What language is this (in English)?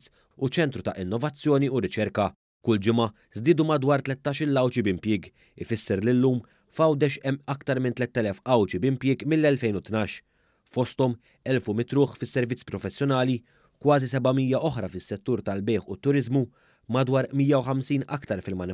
Maltese